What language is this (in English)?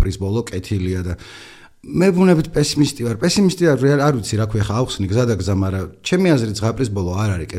Georgian